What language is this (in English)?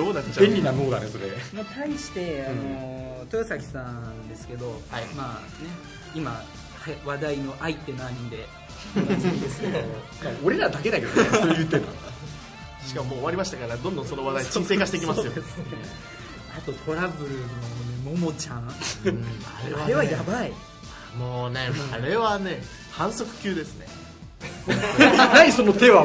Japanese